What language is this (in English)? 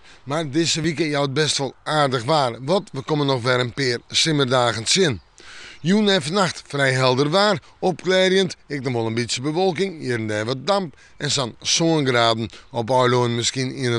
Western Frisian